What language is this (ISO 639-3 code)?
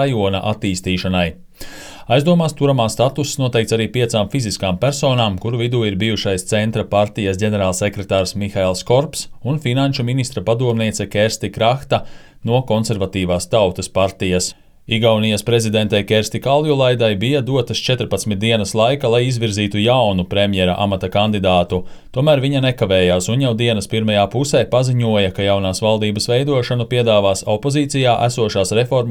lav